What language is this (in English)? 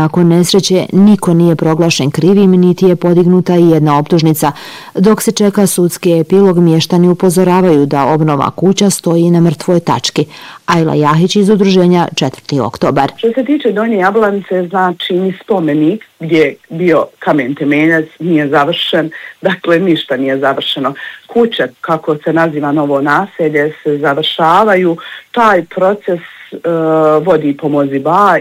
Bosnian